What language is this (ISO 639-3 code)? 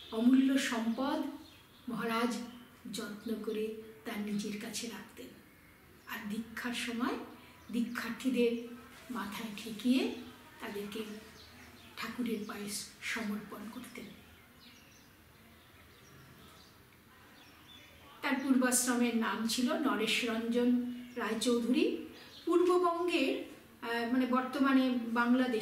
ben